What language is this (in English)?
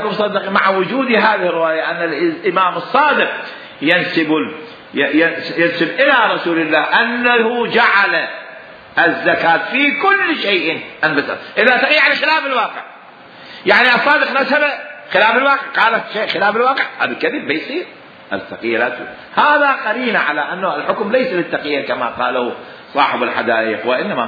Mesopotamian Arabic